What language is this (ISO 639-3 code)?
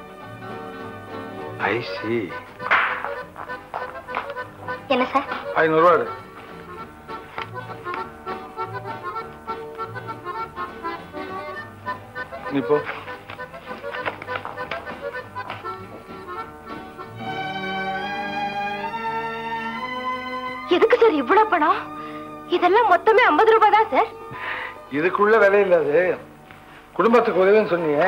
tam